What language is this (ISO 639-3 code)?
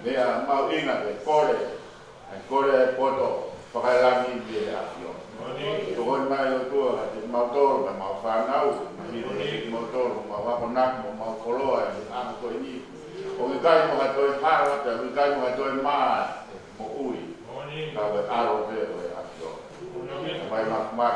ton